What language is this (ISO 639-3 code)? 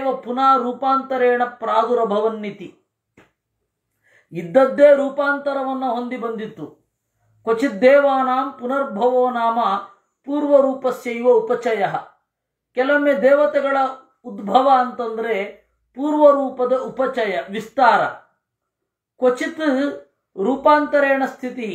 kan